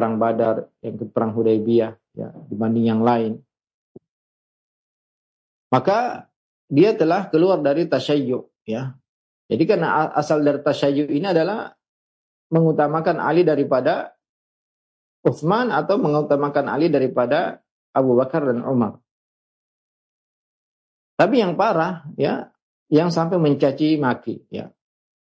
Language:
Indonesian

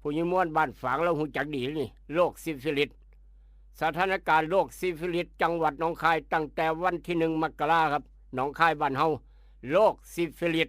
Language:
Northeastern Thai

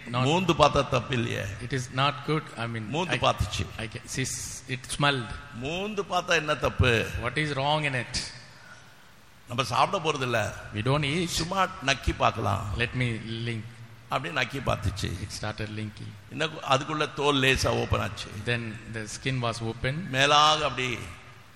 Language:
Tamil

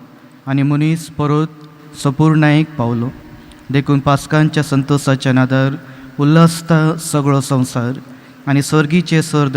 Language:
Konkani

